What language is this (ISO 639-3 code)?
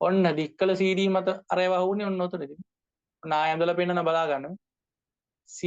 sin